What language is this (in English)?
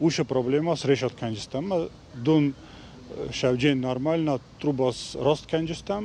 Ossetic